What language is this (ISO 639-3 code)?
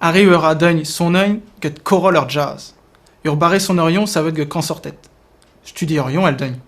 bre